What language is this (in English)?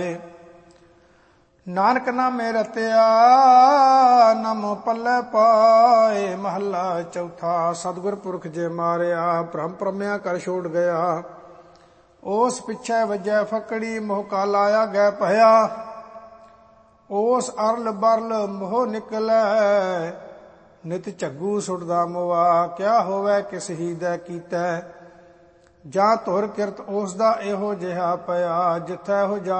Punjabi